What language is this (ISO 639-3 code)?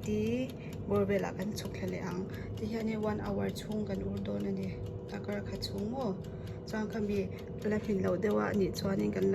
lus